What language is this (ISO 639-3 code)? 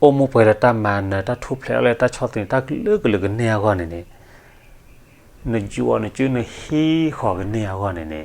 ksw